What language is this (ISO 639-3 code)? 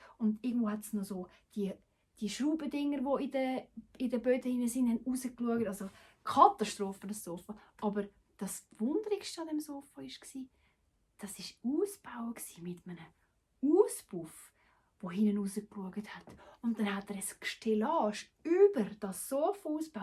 gsw